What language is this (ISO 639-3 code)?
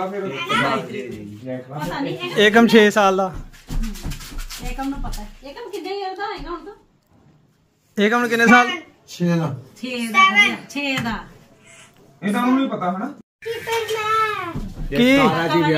pan